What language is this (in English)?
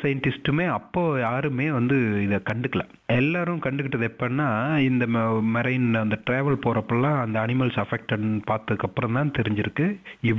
Tamil